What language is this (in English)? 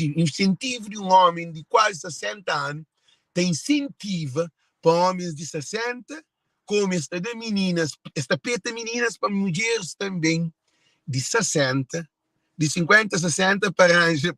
Kabuverdianu